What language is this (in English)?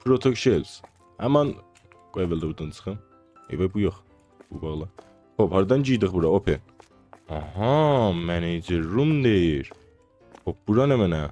South Azerbaijani